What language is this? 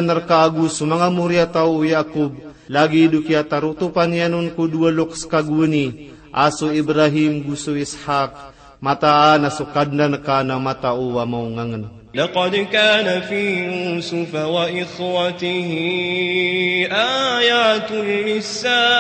Maranao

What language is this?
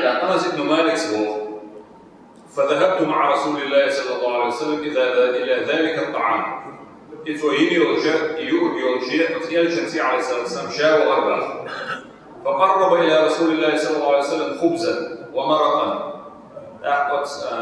Chechen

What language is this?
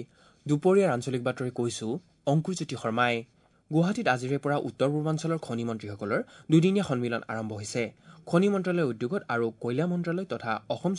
Assamese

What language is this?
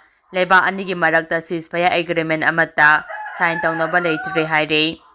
Manipuri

